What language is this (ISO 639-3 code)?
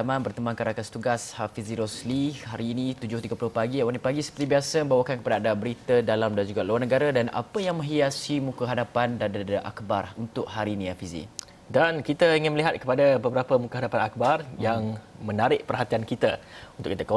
msa